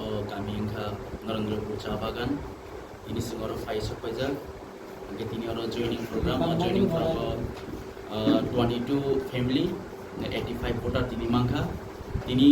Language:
Kok Borok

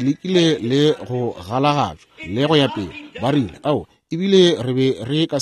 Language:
Northern Sotho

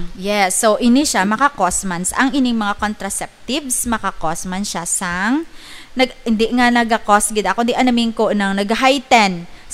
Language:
Hiligaynon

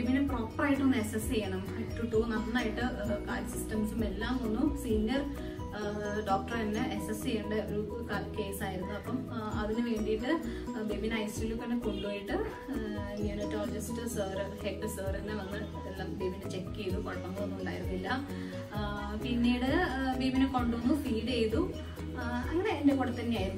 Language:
Malayalam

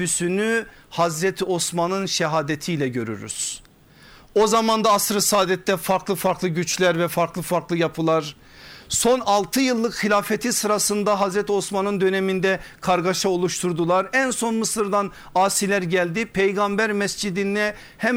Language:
Turkish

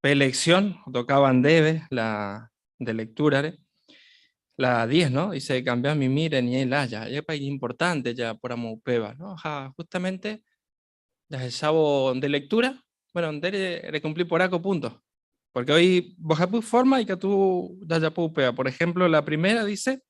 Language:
Guarani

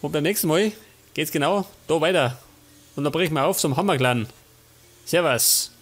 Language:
Bavarian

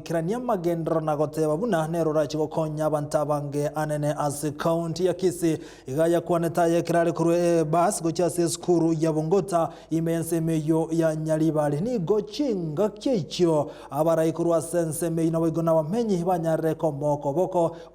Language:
Gusii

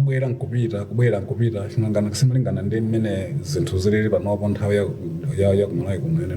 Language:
Nyanja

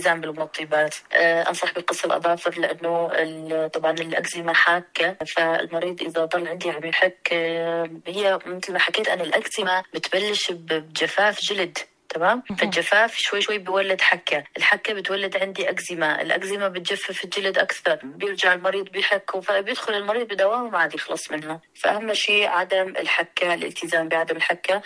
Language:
North Levantine Arabic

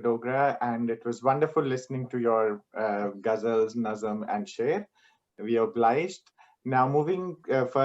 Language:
Dogri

